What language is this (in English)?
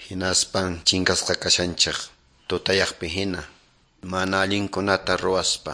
Quechua